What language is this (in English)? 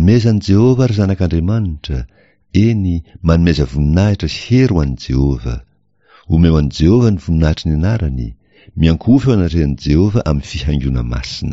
Malagasy